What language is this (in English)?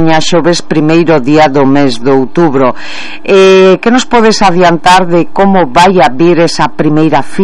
Galician